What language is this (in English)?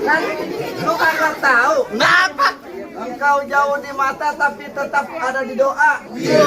Betawi